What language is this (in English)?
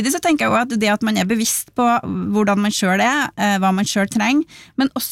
Norwegian